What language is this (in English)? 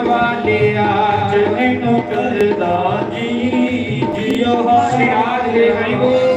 Dogri